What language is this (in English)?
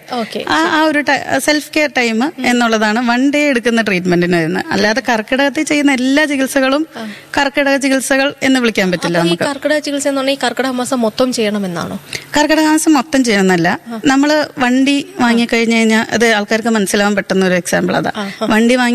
Malayalam